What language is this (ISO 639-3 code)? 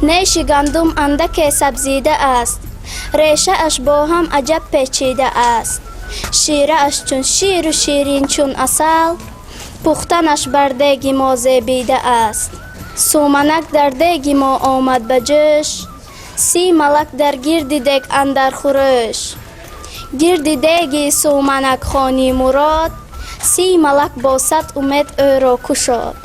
tgk